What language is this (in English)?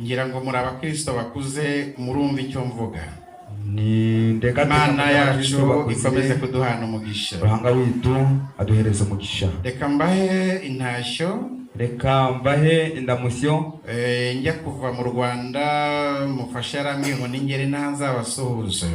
Kinyarwanda